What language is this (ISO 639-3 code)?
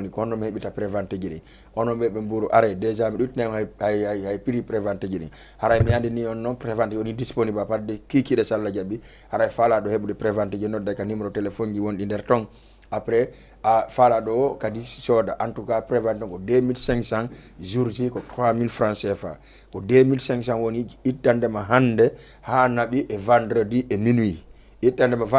ful